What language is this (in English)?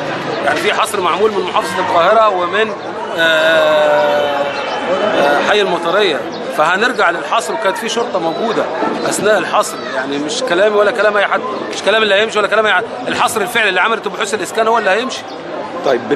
Egyptian Arabic